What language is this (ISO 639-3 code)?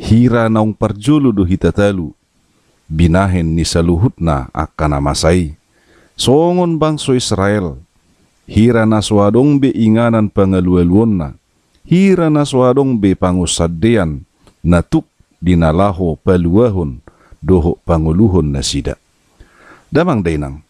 bbc